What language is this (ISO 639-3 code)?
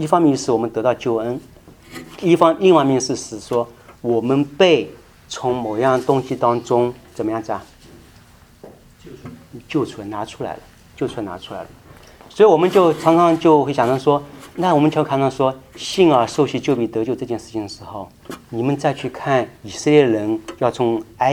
zho